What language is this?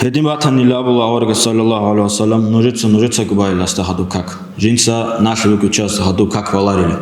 Avaric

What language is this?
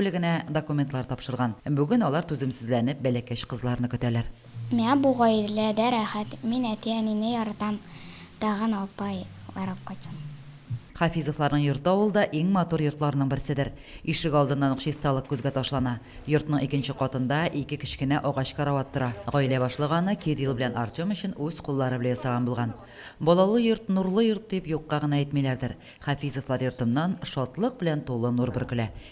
Tatar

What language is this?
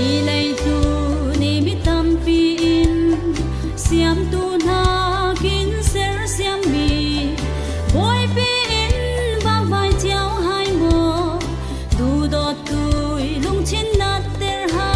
Falam Chin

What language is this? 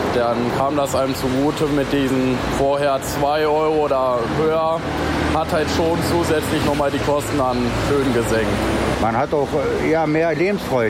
German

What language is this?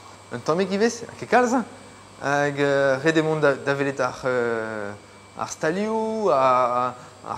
Breton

